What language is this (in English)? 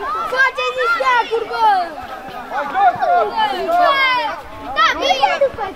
Romanian